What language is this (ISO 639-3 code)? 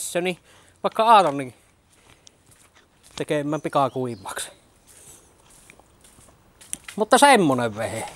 fin